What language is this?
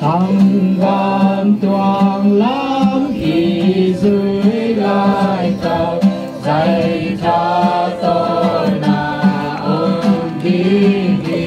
Tedim Chin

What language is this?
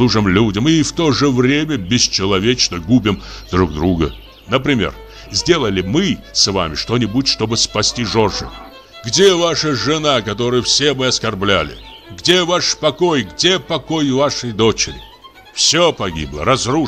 Russian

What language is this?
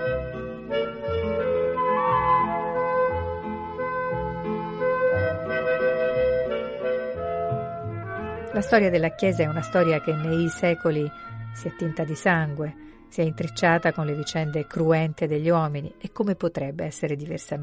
Italian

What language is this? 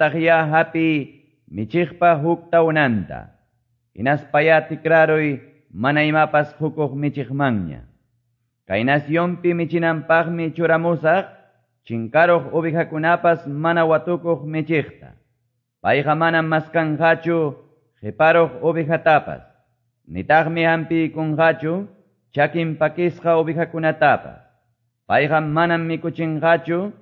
Quechua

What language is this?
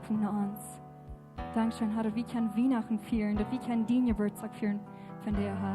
Plautdietsch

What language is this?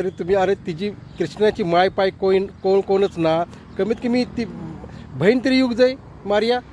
Konkani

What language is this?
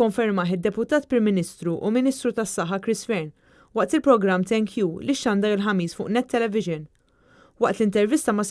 Maltese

